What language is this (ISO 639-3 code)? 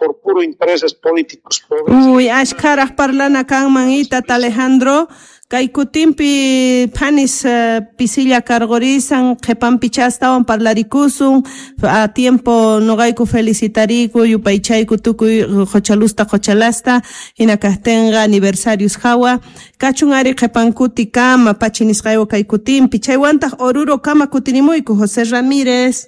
que